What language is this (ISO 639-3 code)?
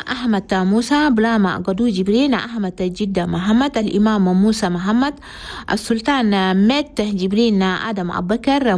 shu